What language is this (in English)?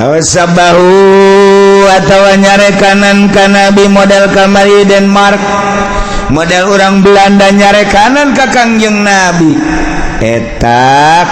Sundanese